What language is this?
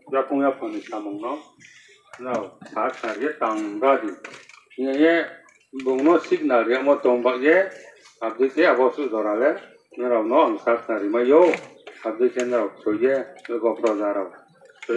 Riang (India)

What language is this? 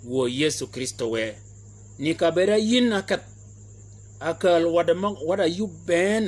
Shilluk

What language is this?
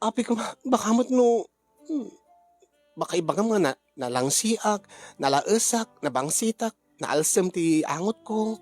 Iloko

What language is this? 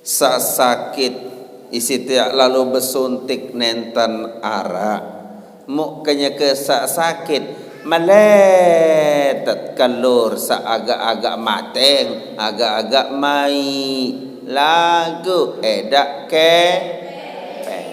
Sasak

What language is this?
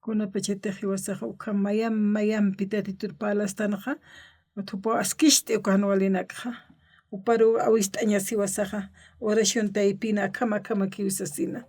Aymara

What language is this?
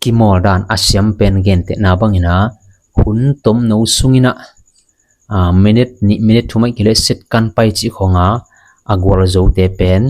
Tedim Chin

